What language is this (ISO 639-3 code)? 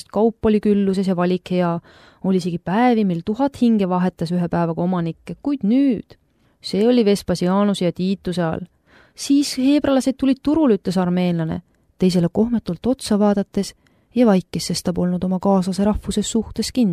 est